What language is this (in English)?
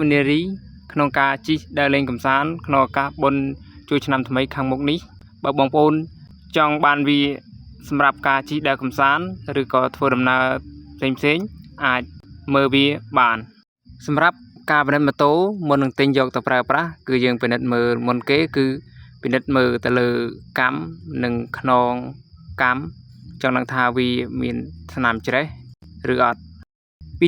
Khmer